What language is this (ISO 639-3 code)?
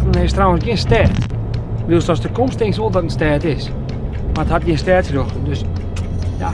fry